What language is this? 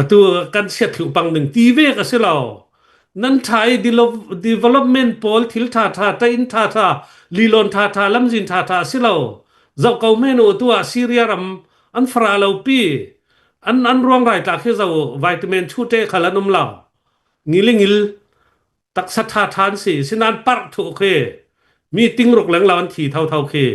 Hakha Chin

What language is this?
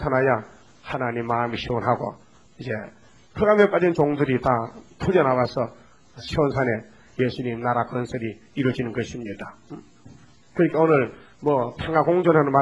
Korean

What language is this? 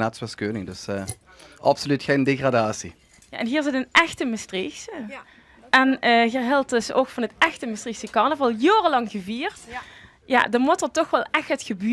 Limburgish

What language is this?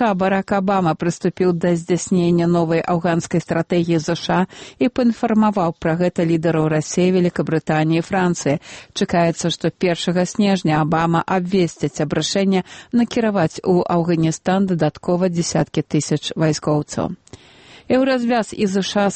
Belarusian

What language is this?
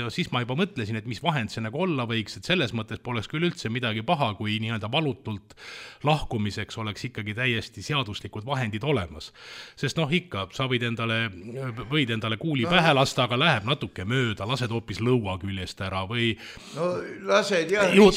Estonian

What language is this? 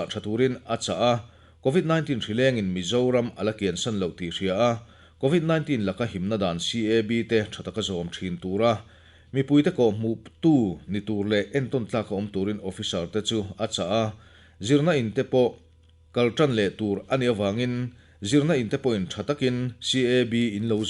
Mizo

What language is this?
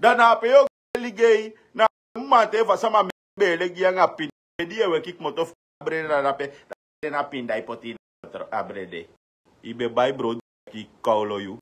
Sranan Tongo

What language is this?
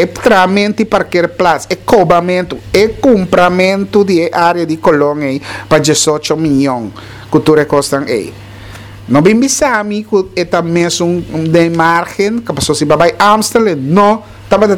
Papiamento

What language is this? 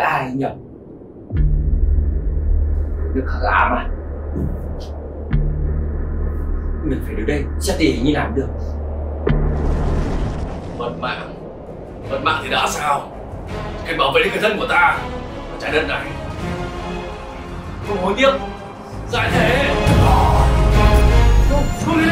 Vietnamese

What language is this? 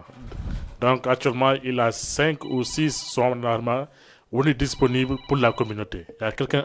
Fula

